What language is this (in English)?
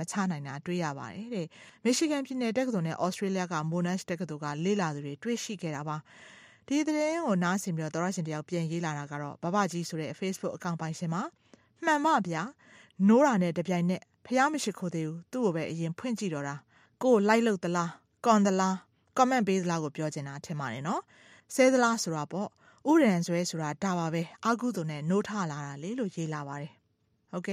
Burmese